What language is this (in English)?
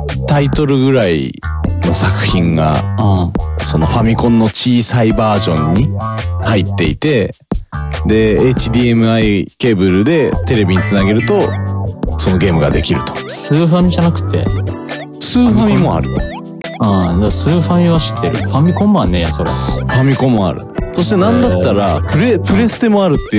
Japanese